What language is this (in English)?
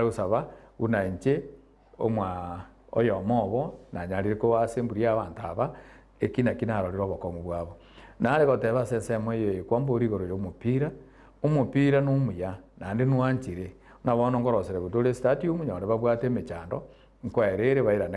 Gusii